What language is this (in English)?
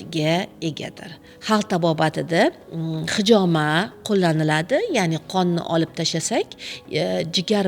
Uzbek